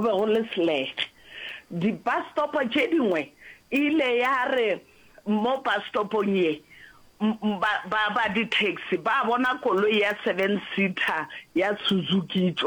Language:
Northern Sotho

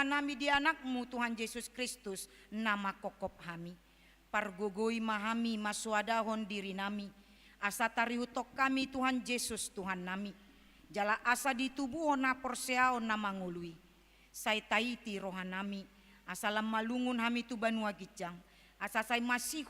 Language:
Batak Toba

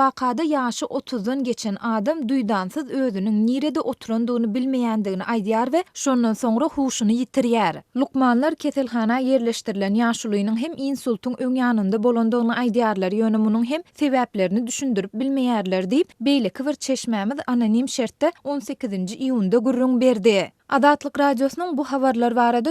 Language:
Turkmen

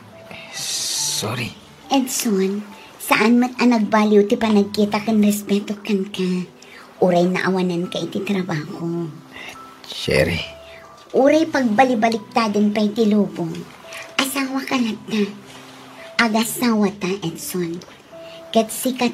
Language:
Iloko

